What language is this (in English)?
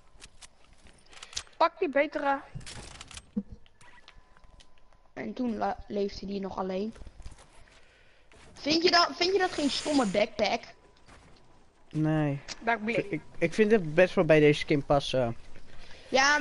Dutch